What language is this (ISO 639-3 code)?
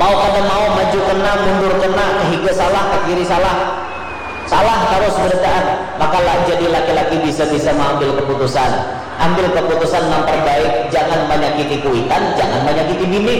bjn